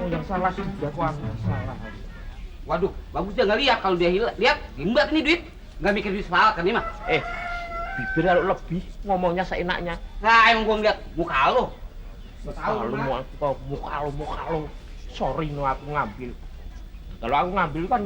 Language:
Betawi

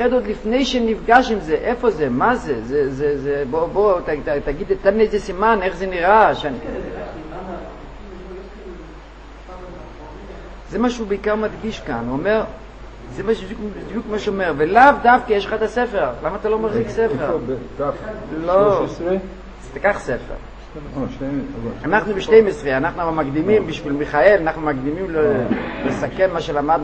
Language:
Hebrew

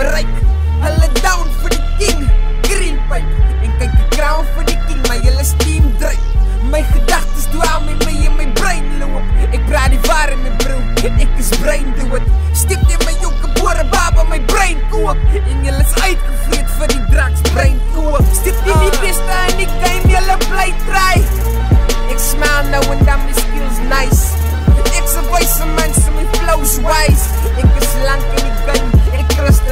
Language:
Afrikaans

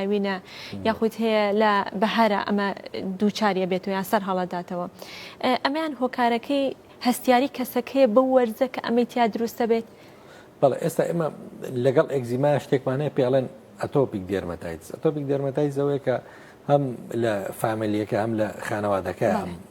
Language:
Central Kurdish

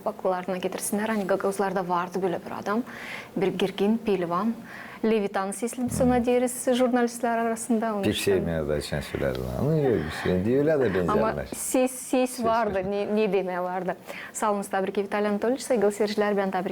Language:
Gagauz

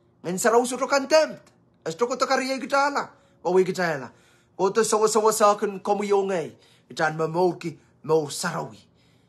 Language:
Pohnpeian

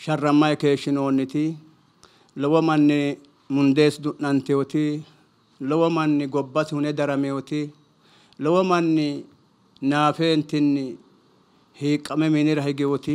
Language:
Sidamo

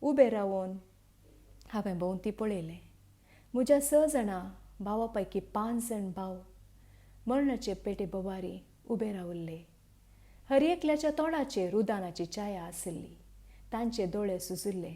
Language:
Konkani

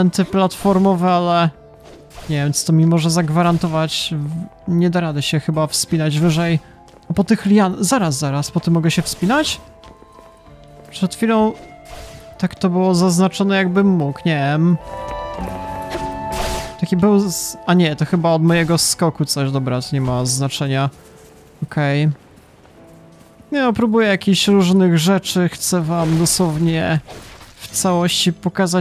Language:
Polish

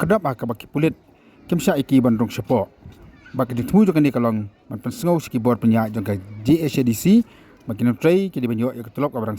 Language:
Khasi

